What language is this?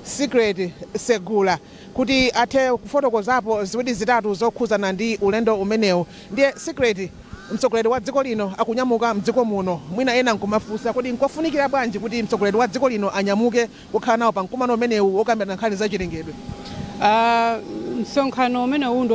Nyanja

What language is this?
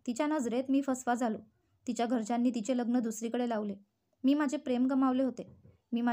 Marathi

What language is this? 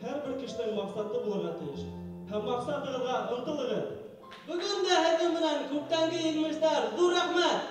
Bashkir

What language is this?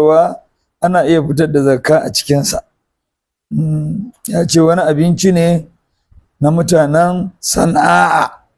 Hausa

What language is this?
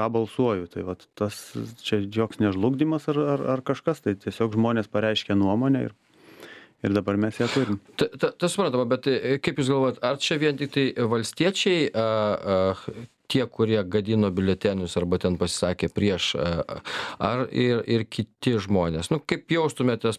Lithuanian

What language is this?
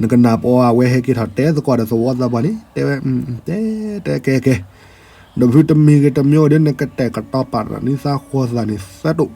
S'gaw Karen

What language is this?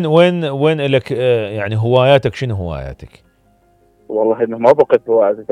Mesopotamian Arabic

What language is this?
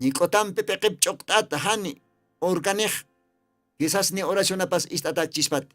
Aymara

